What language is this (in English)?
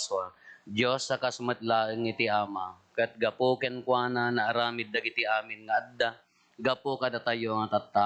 Iloko